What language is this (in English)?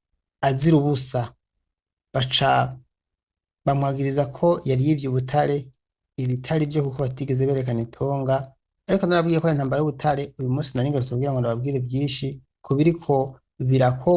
Rundi